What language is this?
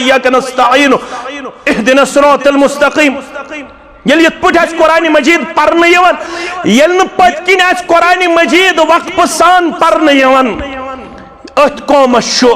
Kashmiri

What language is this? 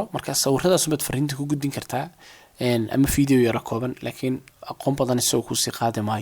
Somali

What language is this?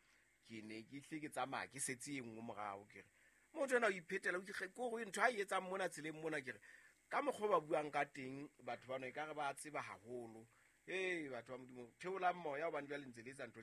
Southern Sotho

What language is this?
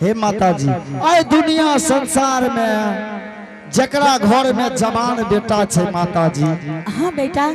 Angika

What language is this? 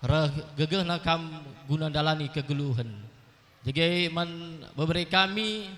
Batak Karo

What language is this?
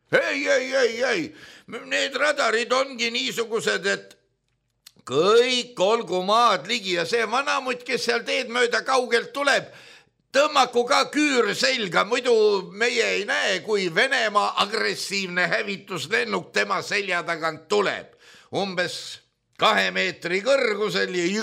Estonian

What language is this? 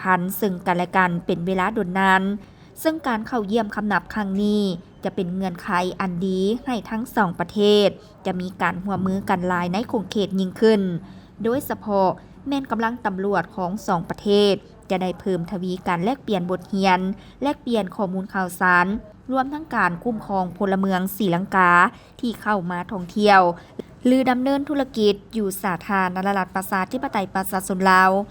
Lao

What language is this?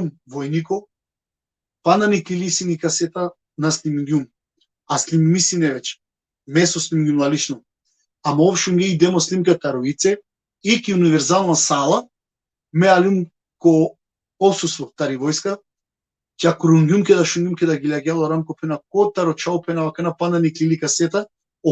Balkan Romani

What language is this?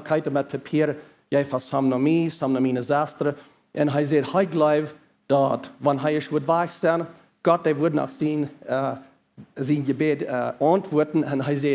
Plautdietsch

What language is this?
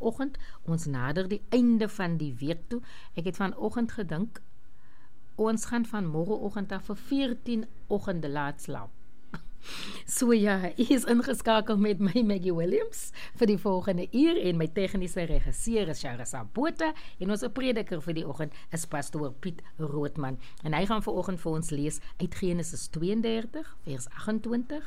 Afrikaans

